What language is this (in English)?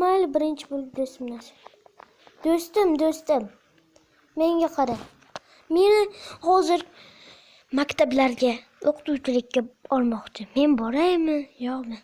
Uzbek